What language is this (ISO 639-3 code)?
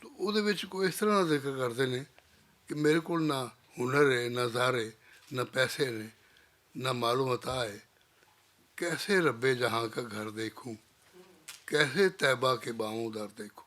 lah